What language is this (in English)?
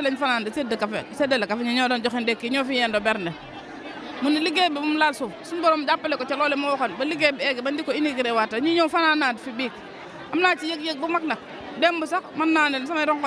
Wolof